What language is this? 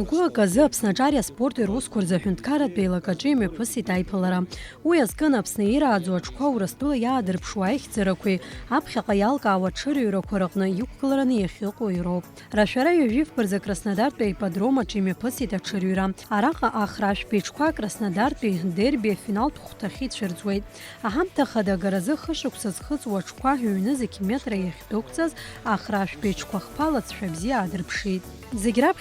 Abkhazian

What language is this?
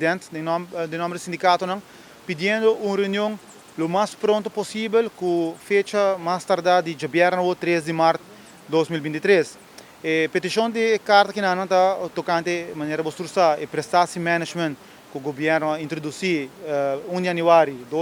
Papiamento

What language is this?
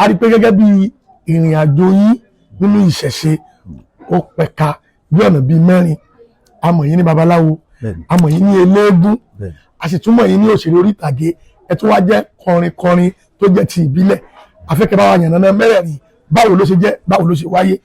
Yoruba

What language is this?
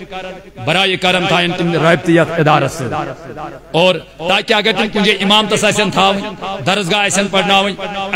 Kashmiri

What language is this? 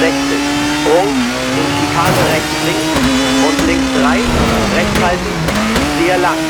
Bavarian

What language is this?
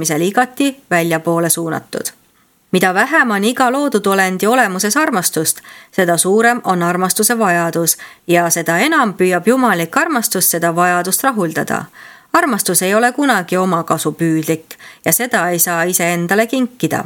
Estonian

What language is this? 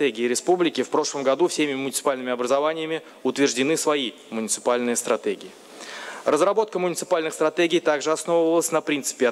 Russian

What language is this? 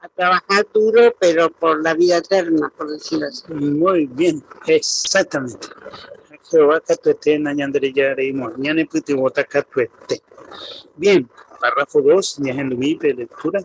Guarani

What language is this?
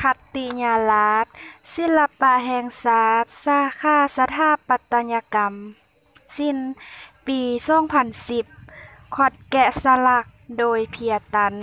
Lao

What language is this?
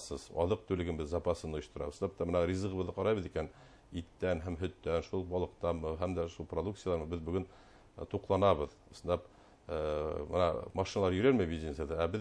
Bashkir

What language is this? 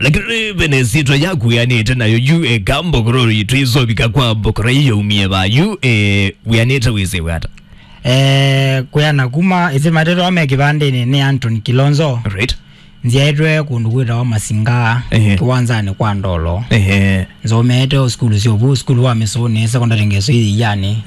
Kamba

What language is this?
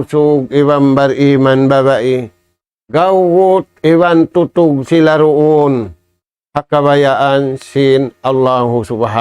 Tausug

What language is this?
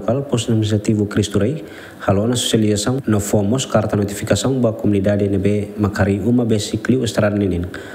Tetum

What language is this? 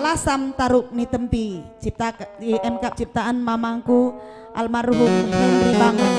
Batak Karo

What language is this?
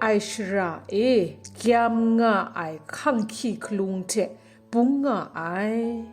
Kachin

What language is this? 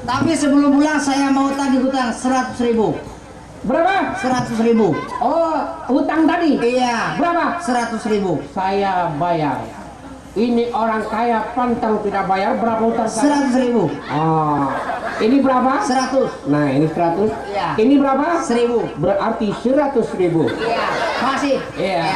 Banjar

